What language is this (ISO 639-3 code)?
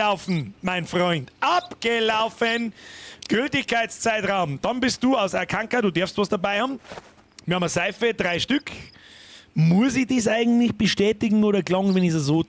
bar